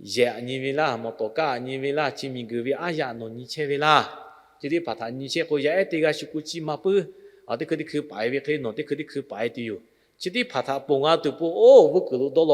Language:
Lahu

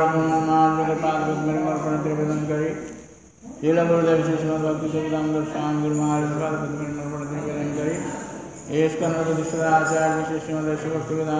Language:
Odia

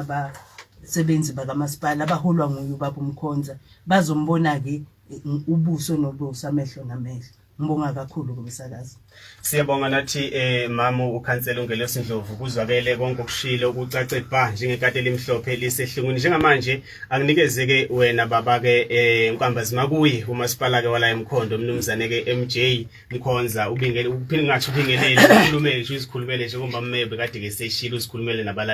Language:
Zulu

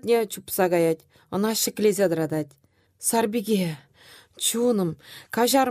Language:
Chuvash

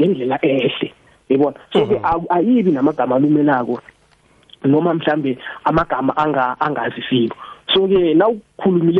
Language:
South Ndebele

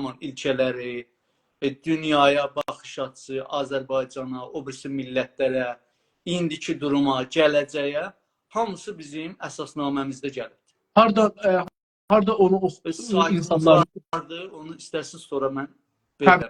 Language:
South Azerbaijani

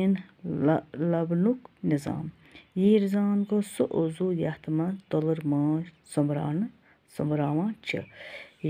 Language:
Kashmiri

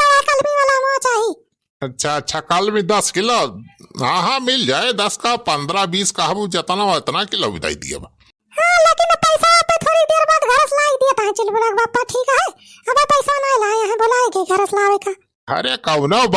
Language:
Awadhi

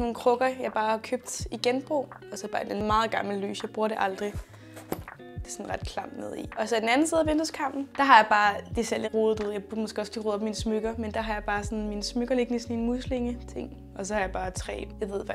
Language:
Danish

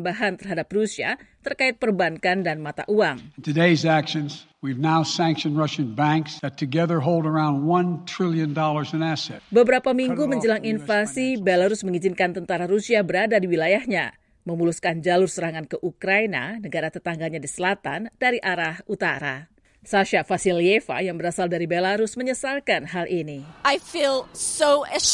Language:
Indonesian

